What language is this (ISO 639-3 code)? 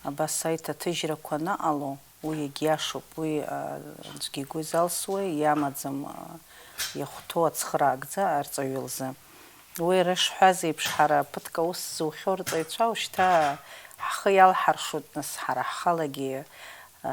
abk